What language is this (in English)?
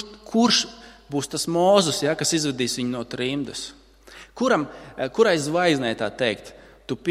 Latvian